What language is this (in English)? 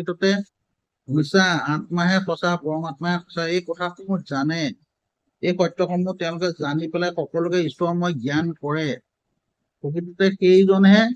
Assamese